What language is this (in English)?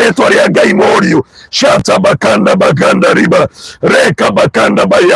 Kikuyu